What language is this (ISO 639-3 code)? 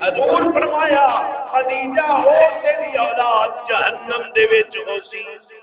skr